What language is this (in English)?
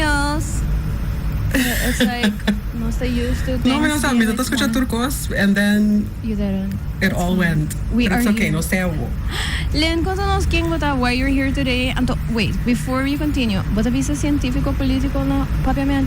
Papiamento